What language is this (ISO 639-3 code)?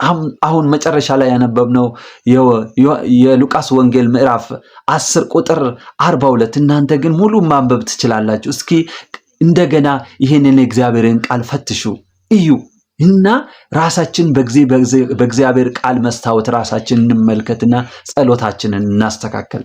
amh